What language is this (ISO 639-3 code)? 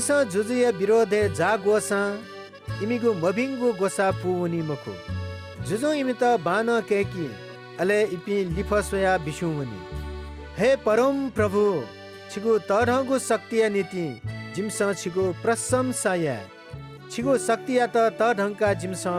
new